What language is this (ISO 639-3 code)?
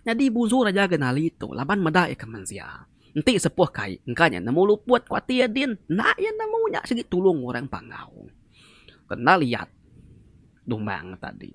iba